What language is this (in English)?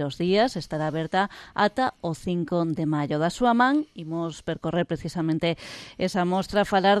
Galician